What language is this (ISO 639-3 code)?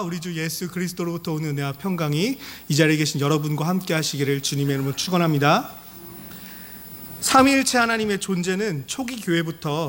kor